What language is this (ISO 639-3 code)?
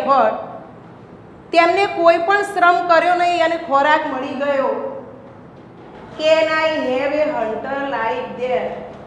guj